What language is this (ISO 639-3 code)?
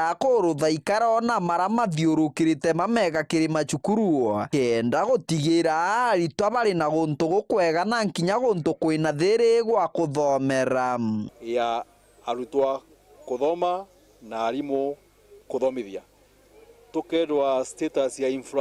mer